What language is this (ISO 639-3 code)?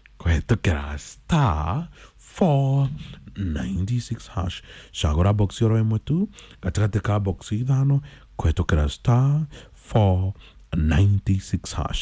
kik